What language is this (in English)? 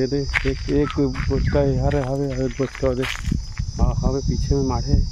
Chhattisgarhi